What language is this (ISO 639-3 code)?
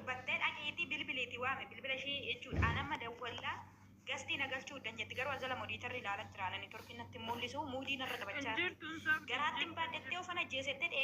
orm